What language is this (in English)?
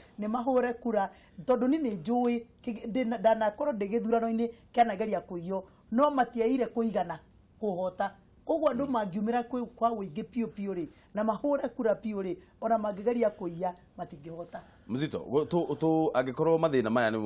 Kikuyu